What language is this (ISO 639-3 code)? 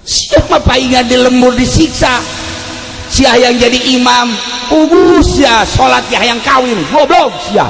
sun